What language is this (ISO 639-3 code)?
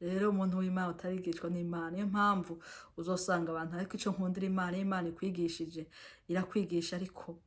run